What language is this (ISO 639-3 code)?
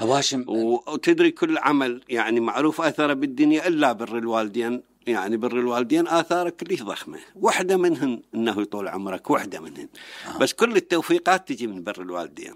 acm